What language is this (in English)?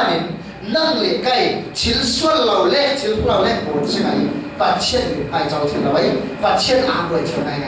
Falam Chin